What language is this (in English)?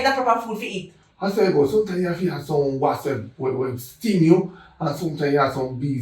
Jamaican Creole English